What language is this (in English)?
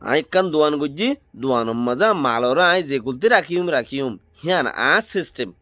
Rohingya